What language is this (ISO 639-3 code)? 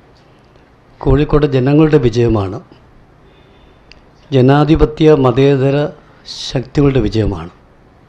mal